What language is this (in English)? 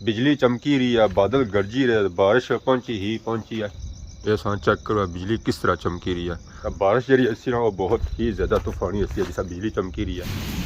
Pahari-Potwari